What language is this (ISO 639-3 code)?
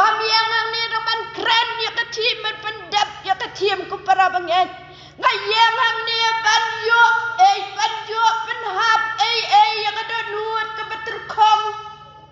kha